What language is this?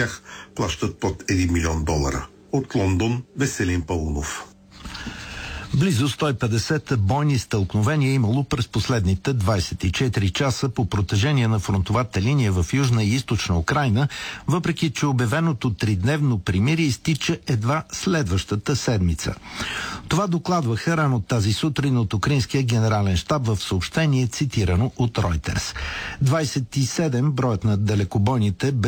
Bulgarian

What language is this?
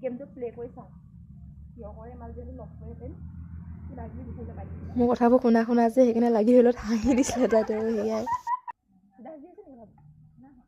Assamese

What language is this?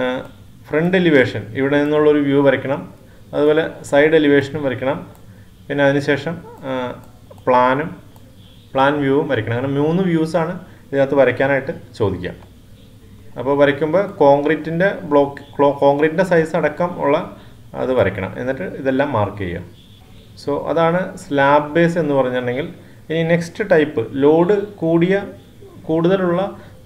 Malayalam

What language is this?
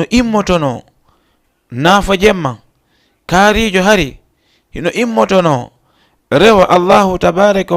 Fula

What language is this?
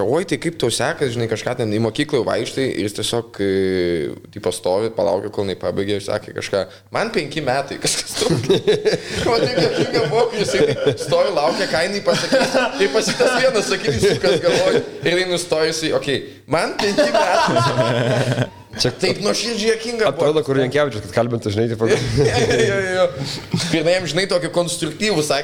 Lithuanian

